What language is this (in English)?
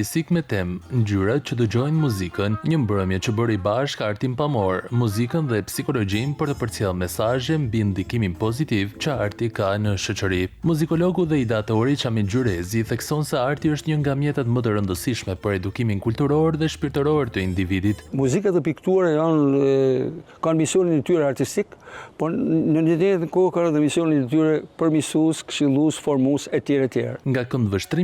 Albanian